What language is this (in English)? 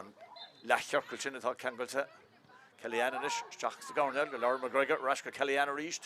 Irish